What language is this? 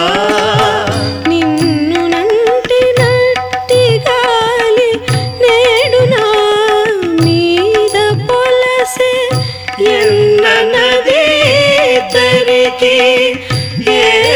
Telugu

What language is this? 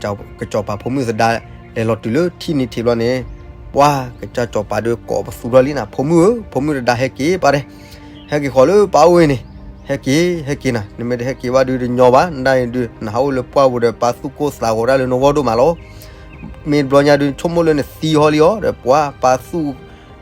S'gaw Karen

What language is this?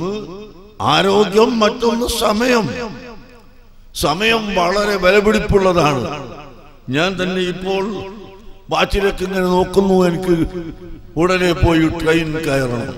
Malayalam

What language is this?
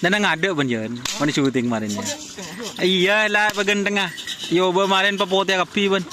Madurese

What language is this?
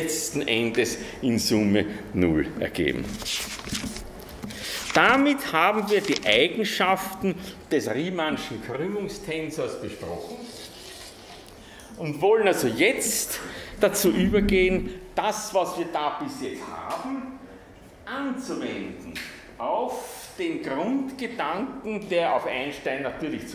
German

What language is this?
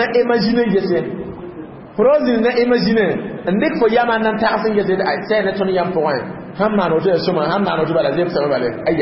Mossi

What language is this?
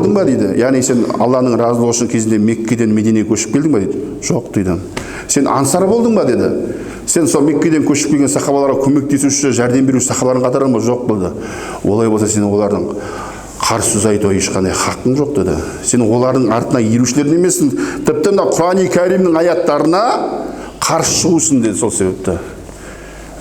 Kazakh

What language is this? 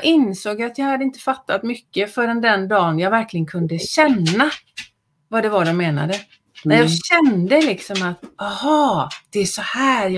Swedish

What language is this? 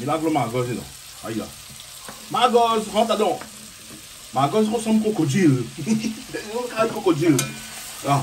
Réunion Creole French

